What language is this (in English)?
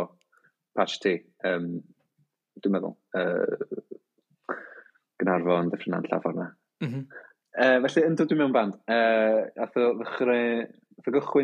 Welsh